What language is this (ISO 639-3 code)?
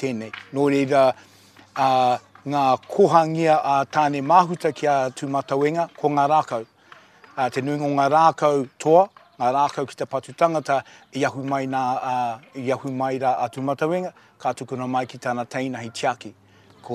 mri